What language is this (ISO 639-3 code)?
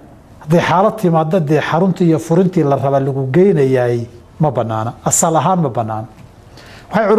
som